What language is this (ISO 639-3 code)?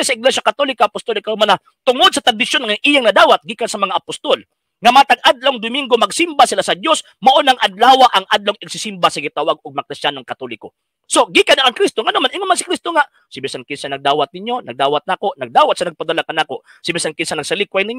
ceb